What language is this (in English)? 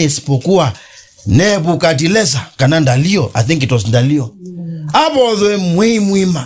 Kamba